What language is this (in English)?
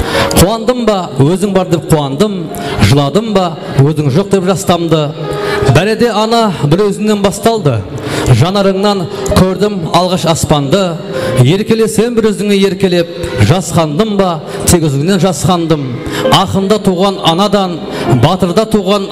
Kara-Kalpak